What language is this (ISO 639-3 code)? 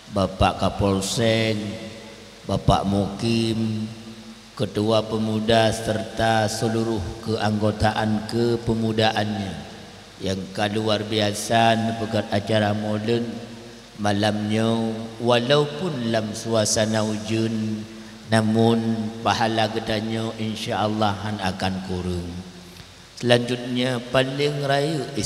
ace